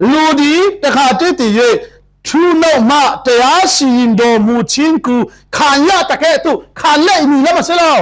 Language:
Falam Chin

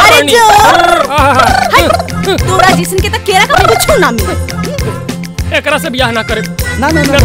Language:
Bhojpuri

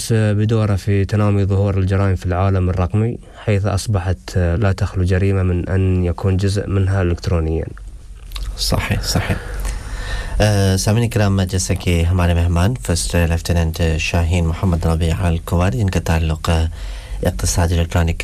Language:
Urdu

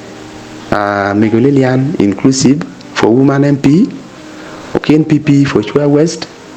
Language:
Acoli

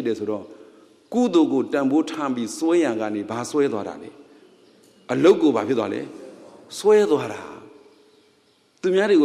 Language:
Burmese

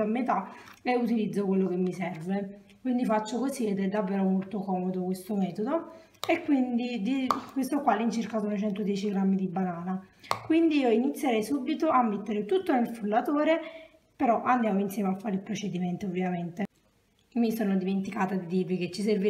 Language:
Italian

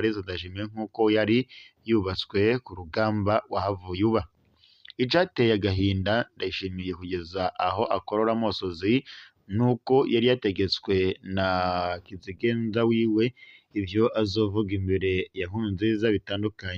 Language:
Rundi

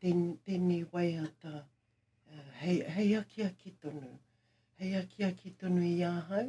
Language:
Māori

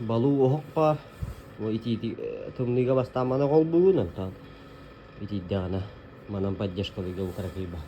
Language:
Yakut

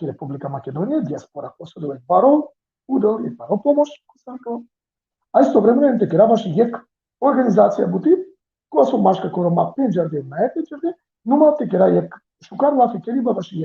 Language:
Balkan Romani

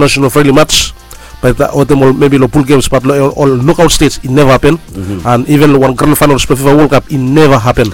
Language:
Bislama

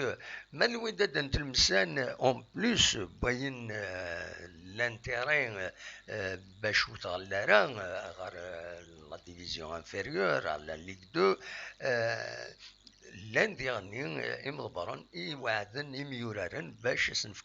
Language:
Kabyle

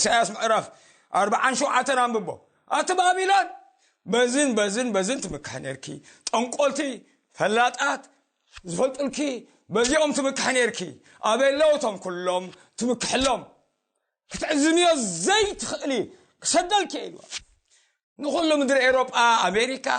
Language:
Tigrinya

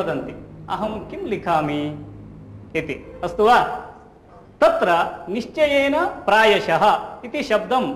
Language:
Sanskrit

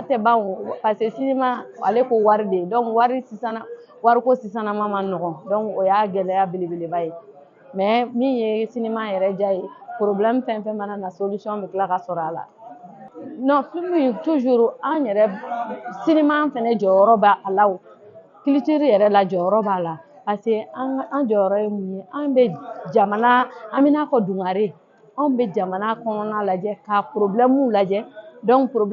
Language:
Bambara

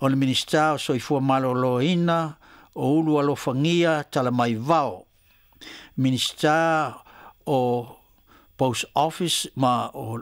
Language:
Samoan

